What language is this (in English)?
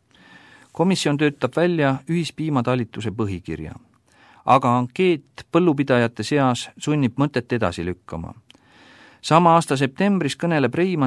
Estonian